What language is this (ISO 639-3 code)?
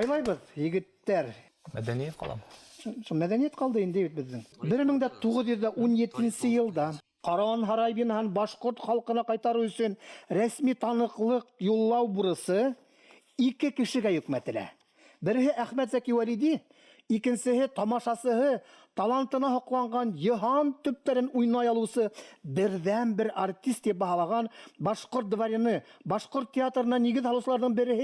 bak